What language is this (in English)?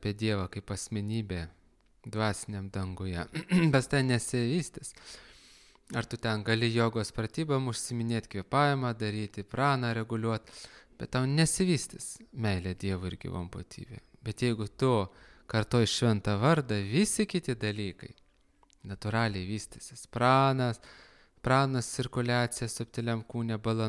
Lithuanian